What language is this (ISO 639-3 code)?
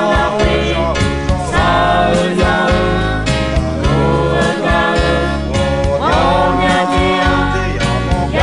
ahk